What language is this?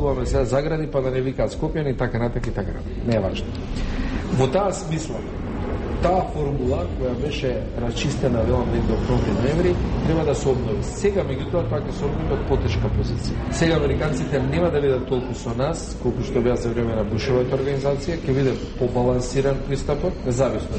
Macedonian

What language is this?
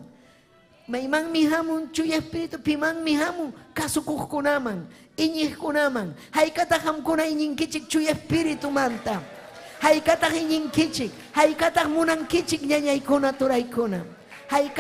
Ayacucho Quechua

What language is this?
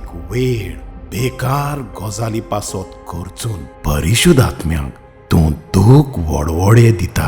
Konkani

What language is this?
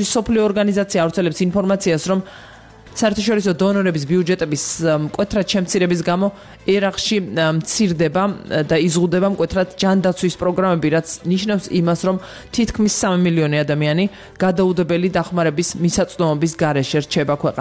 Georgian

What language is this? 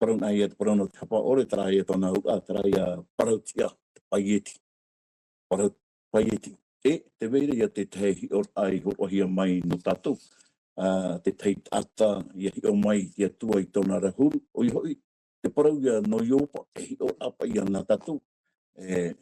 Tahitian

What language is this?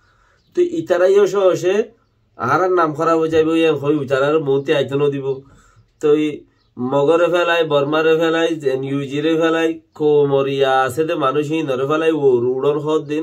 Rohingya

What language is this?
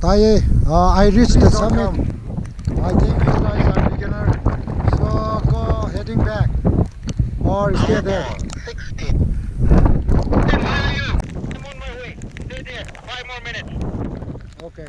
Manipuri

